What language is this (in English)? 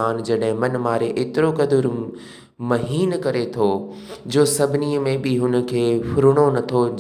Sindhi